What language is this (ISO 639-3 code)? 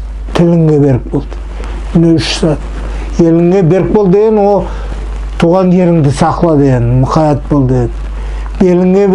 nog